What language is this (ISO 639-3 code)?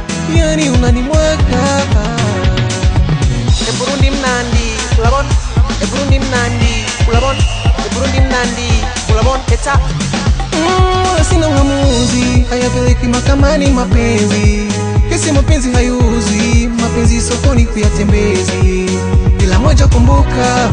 swa